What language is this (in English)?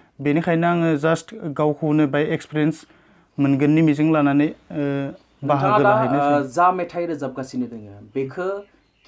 Bodo